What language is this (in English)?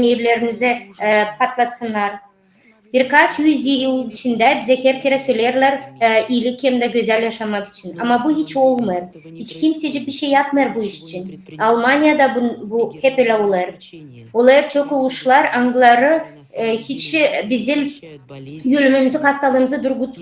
Gagauz